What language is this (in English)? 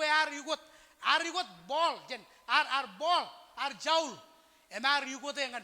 Marshallese